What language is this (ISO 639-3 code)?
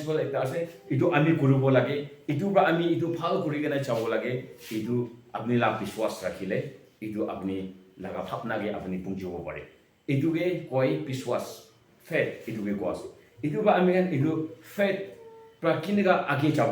nbe